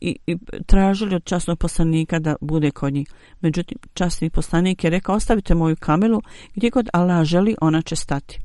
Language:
Bosnian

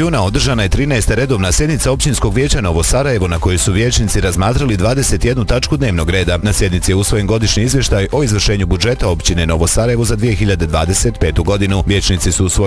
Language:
Bosnian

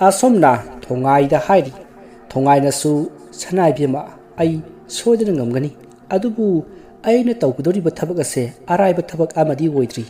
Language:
Manipuri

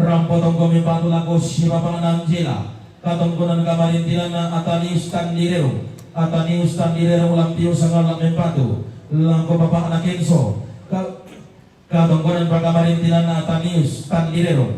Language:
Toraja-Sa'dan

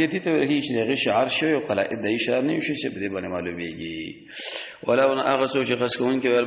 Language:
Pashto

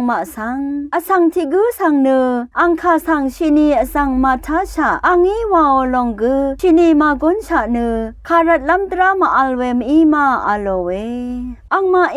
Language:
Rawang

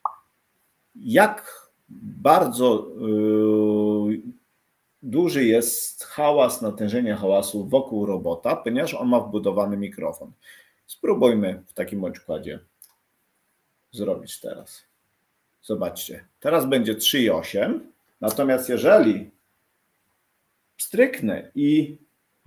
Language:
Polish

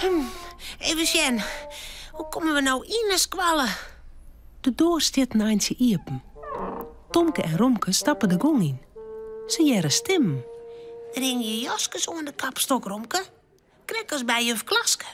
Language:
Western Frisian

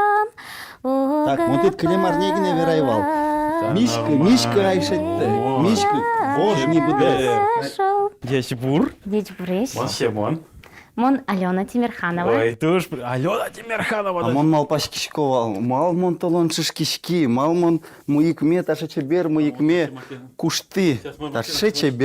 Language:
Udmurt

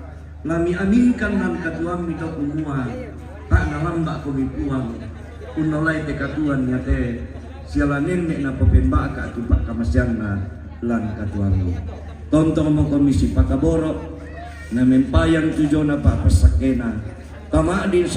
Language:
Toraja-Sa'dan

